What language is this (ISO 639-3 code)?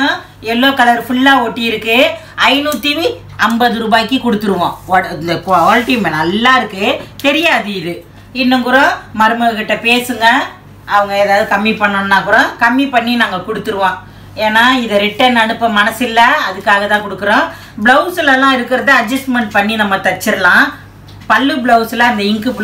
tam